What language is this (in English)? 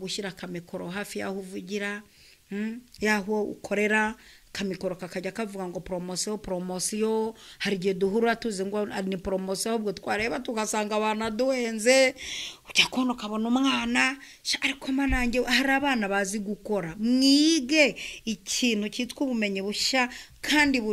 Kinyarwanda